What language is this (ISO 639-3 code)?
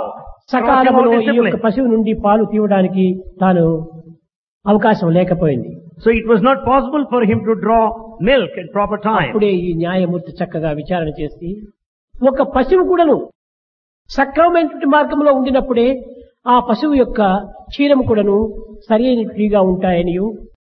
tel